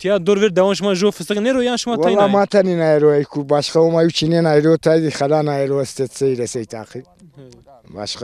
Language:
Zaza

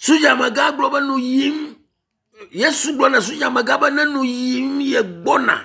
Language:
Ewe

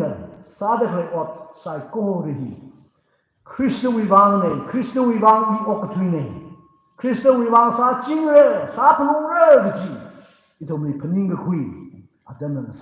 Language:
Tangkhul Naga (India)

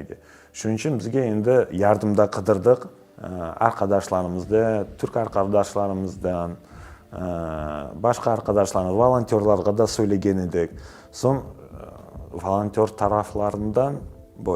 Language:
Crimean Tatar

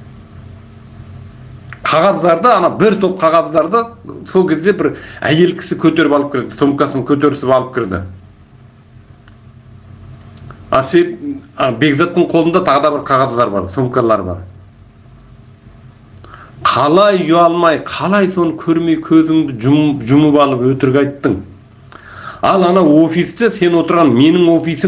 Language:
Kazakh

